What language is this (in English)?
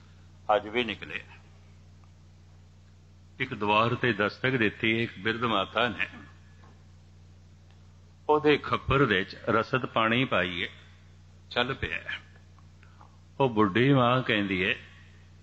Punjabi